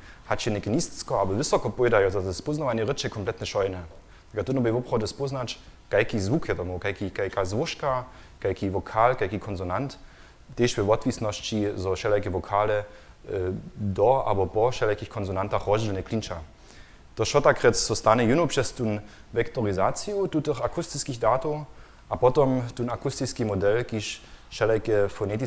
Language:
Upper Sorbian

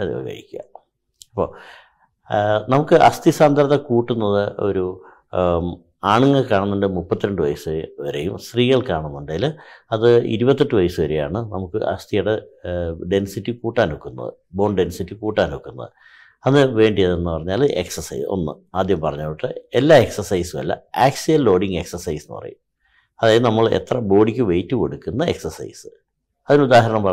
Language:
Malayalam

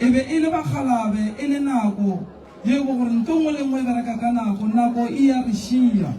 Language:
Northern Sotho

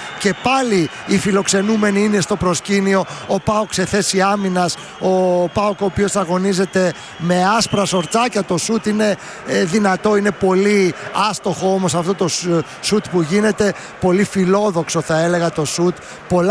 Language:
Greek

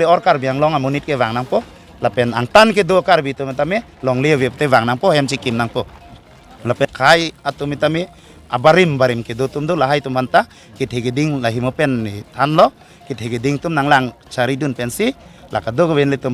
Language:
Karbi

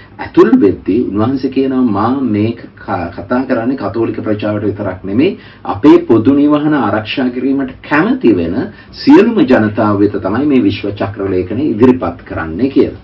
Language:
Sinhala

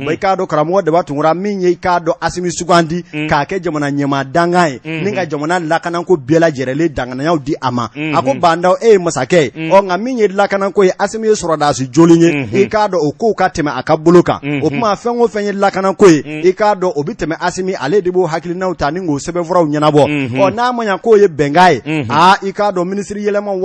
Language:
Bambara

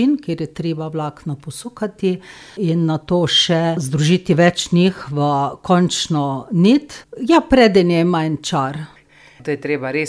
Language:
Slovenian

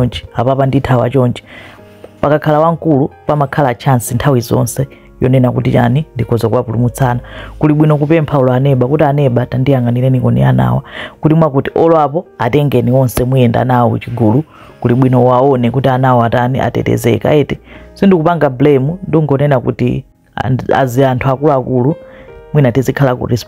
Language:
Nyanja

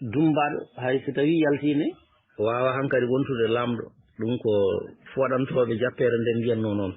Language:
Fula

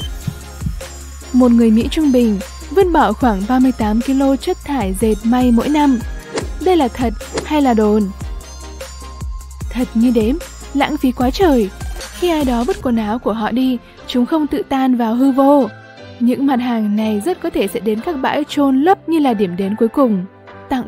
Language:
Vietnamese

